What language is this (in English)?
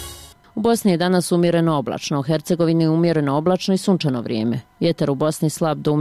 Bosnian